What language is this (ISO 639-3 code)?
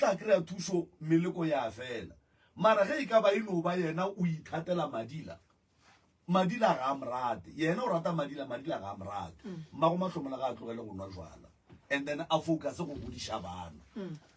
nso